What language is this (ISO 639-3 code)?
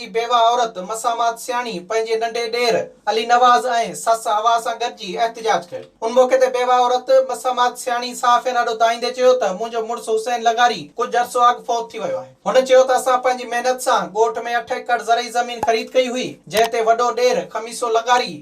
snd